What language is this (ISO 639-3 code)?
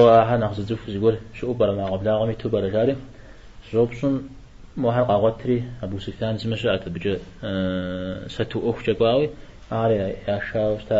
kbd